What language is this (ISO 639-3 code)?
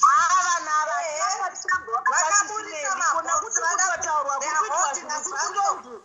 sna